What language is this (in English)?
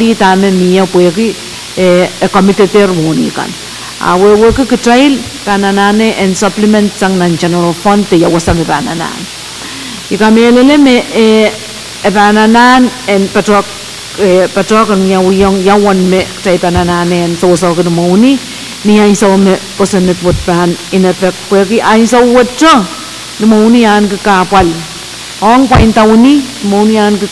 Pohnpeian